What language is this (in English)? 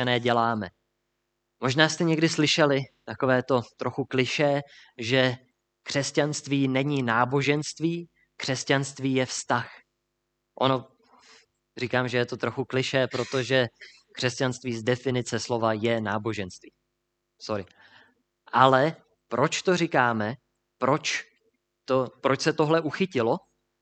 Czech